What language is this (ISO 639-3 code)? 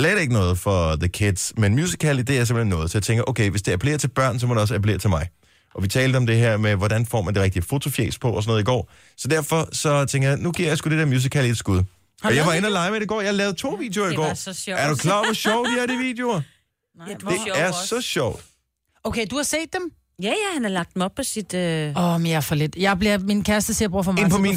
dan